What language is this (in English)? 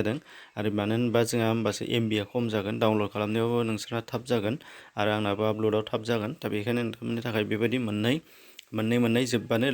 Bodo